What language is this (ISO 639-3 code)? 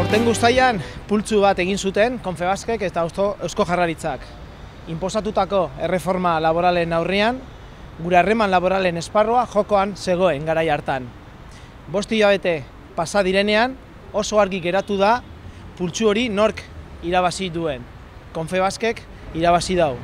eus